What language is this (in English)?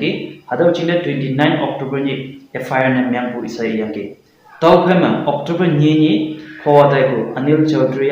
Konyak Naga